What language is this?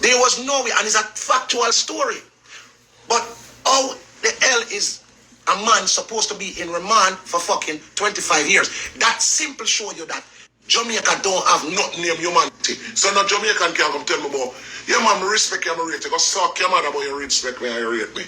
Jamaican Creole English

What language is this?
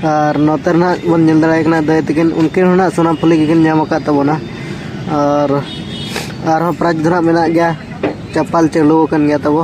Santali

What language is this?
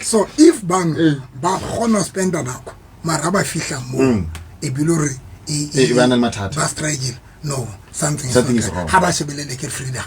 Southern Sotho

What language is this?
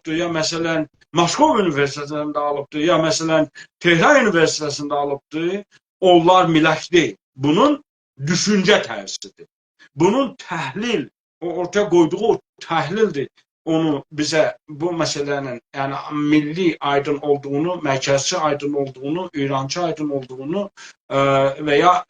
South Azerbaijani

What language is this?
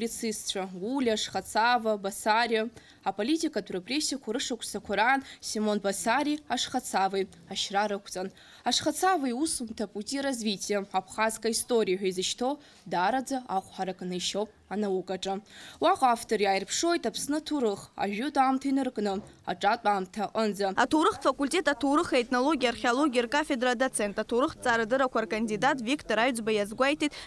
Abkhazian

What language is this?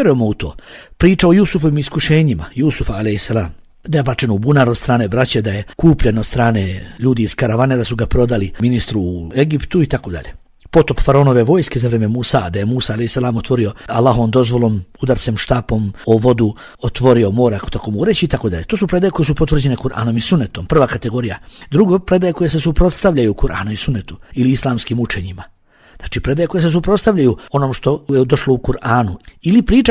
Bosnian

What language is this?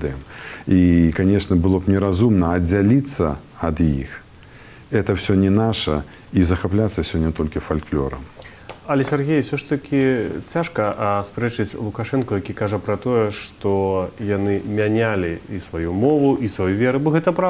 Belarusian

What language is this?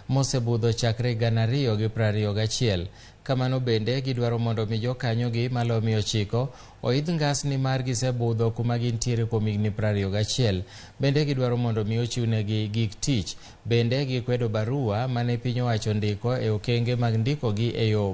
Luo (Kenya and Tanzania)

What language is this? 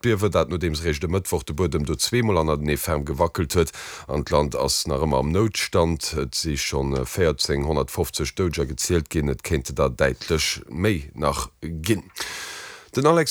Luxembourgish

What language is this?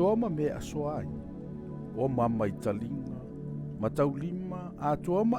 Samoan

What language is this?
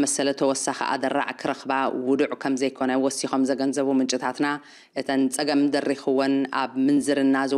Tigrinya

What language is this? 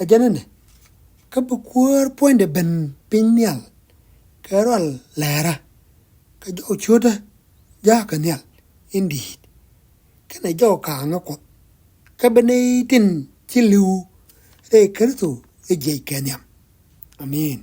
Nuer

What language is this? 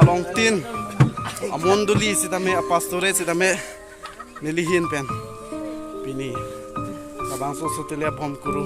Karbi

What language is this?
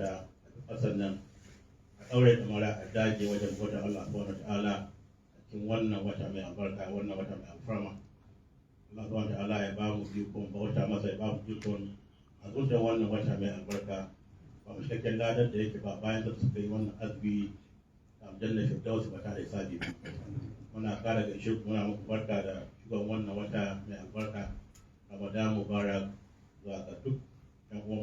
Hausa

